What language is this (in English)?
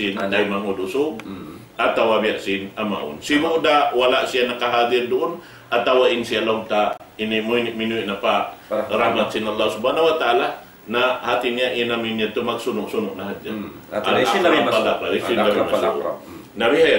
Tausug